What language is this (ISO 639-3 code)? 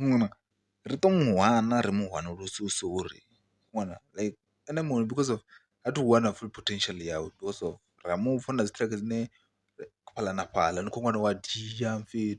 ven